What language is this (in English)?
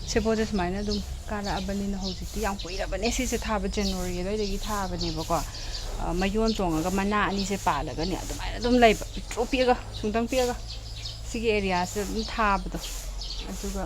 Manipuri